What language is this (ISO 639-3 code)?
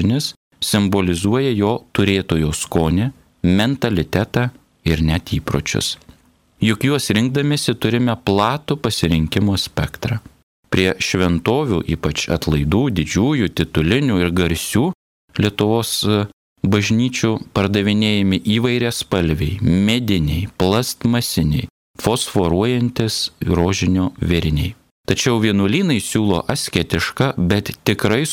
lit